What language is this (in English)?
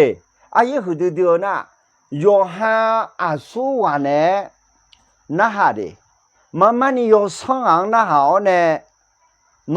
Akha